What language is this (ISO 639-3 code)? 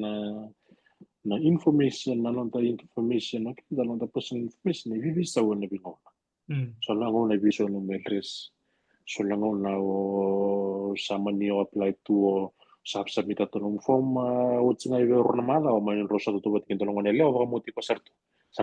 fij